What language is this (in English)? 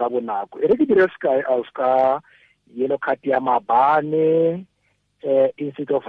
Tswana